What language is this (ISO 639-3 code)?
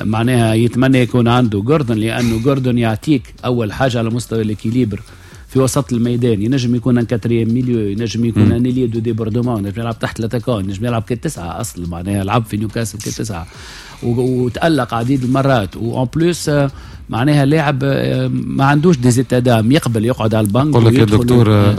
aeb